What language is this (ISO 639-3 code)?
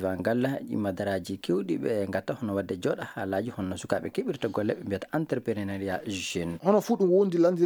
ful